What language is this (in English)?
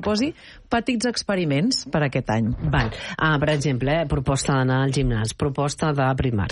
Catalan